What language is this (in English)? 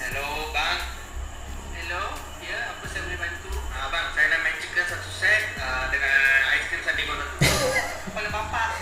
Manado Malay